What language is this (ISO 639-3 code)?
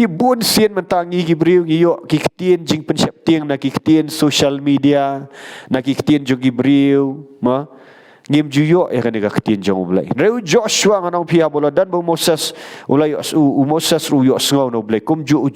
kha